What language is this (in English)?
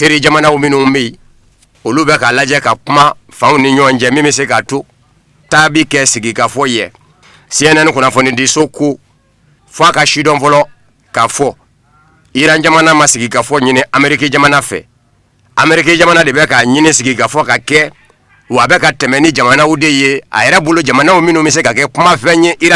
Bambara